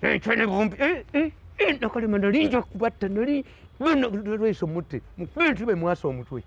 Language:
Ganda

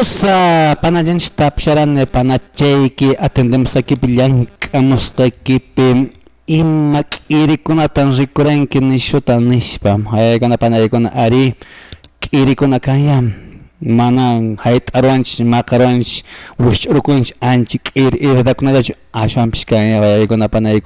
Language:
Quechua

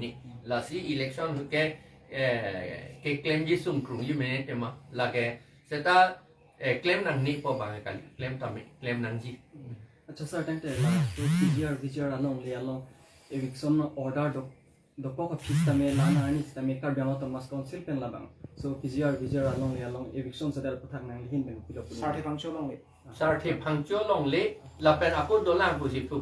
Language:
Karbi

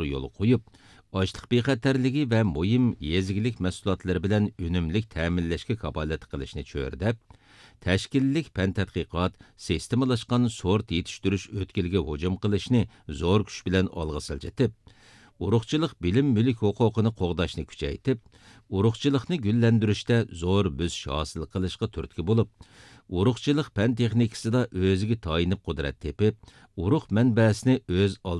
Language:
Uyghur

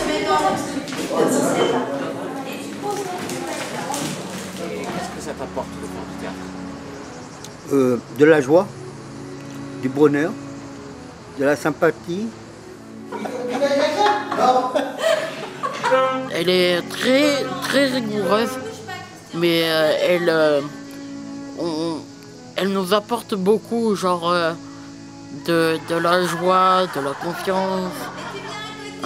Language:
French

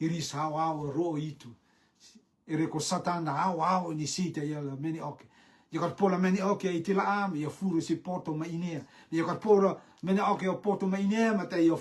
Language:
Rotuman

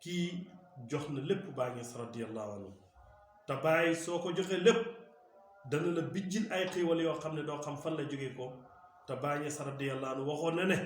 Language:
Wolof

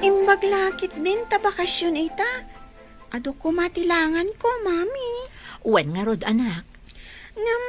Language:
Iloko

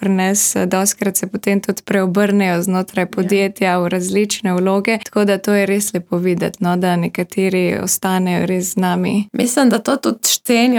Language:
Slovenian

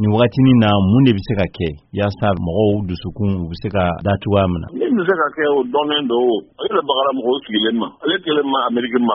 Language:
Bambara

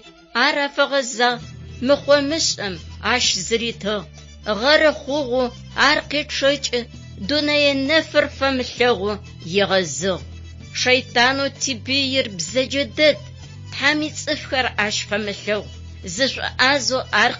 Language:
Adyghe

